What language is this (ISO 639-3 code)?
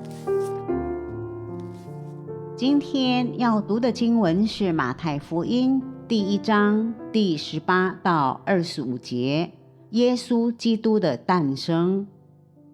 trv